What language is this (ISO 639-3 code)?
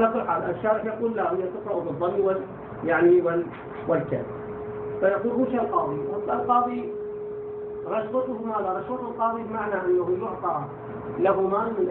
ara